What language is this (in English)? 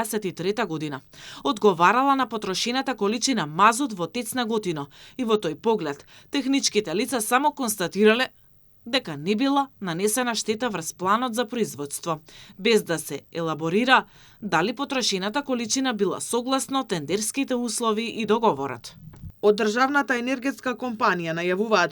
Macedonian